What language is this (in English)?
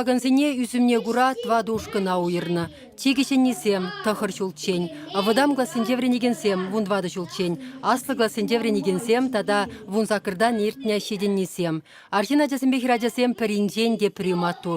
Chuvash